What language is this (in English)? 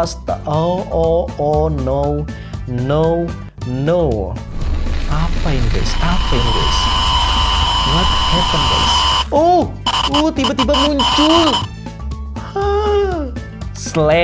Indonesian